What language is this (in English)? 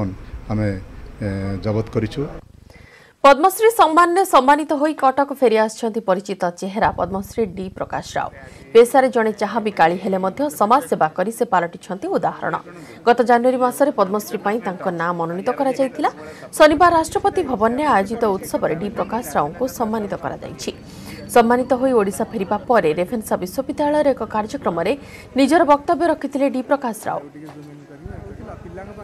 Odia